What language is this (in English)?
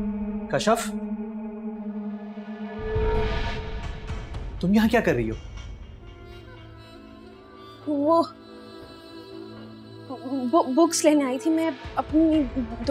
Hindi